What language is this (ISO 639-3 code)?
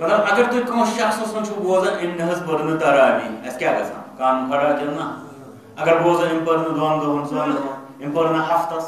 kas